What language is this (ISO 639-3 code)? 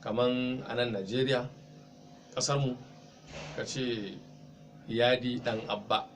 hau